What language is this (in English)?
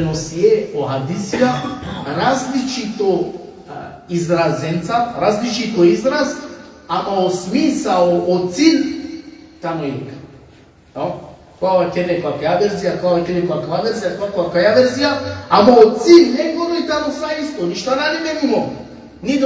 Balkan Romani